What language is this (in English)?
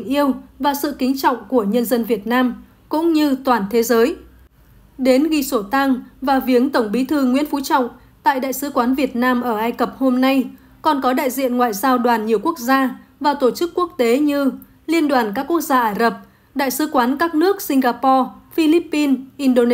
Vietnamese